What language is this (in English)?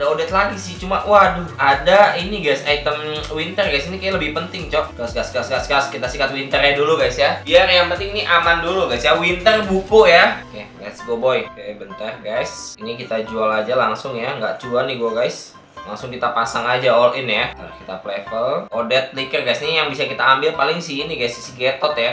Indonesian